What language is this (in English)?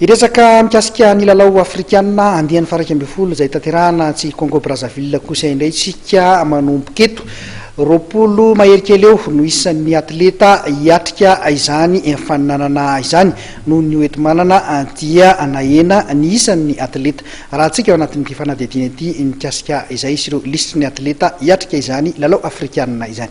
Malagasy